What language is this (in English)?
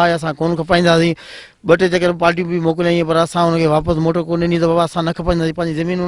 Sindhi